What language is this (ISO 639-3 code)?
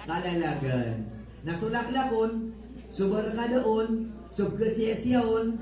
mrw